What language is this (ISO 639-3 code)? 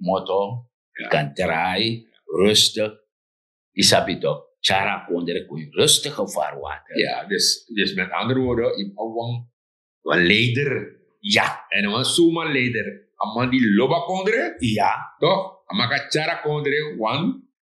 srn